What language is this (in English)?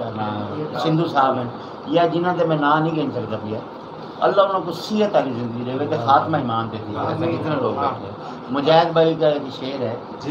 Saraiki